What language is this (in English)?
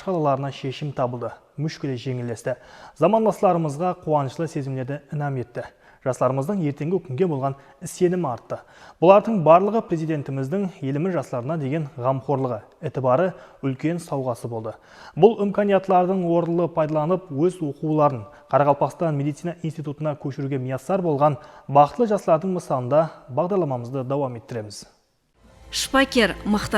Kara-Kalpak